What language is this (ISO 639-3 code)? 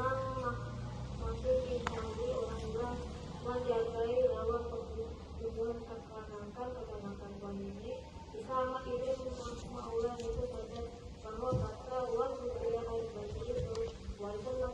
bjn